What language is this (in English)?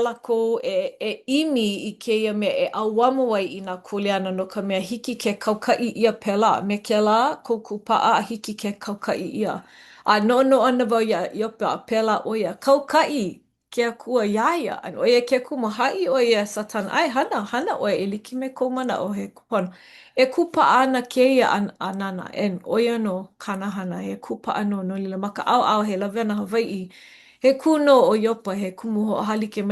Hawaiian